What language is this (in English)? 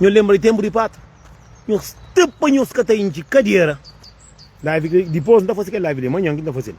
Kabuverdianu